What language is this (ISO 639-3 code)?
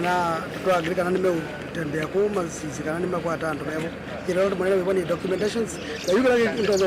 kam